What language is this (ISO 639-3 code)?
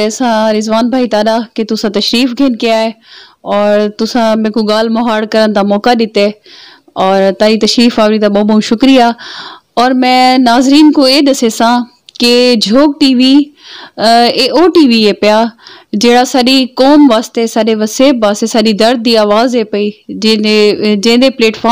skr